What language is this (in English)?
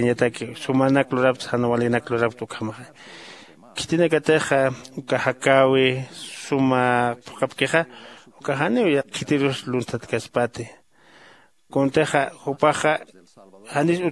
Aymara